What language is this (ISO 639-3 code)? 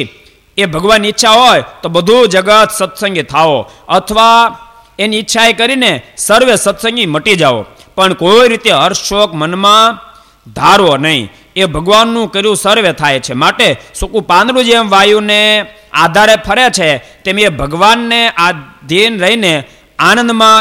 guj